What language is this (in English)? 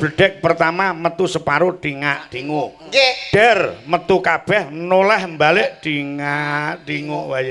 Javanese